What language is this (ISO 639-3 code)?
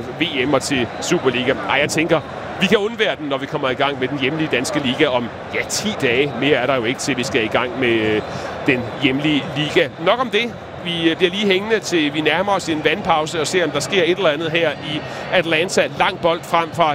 dan